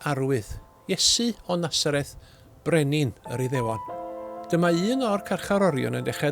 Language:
Welsh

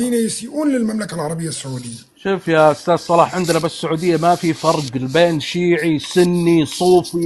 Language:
North Levantine Arabic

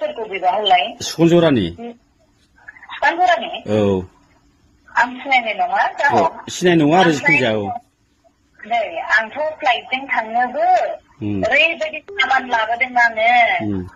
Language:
Bodo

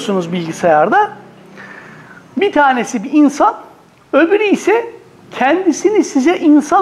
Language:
Turkish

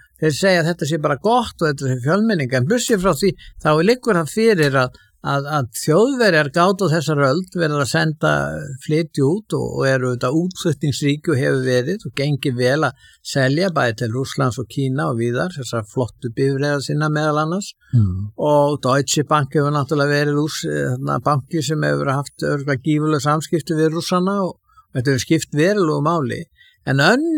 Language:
Icelandic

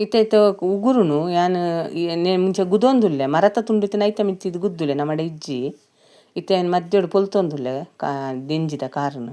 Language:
Tulu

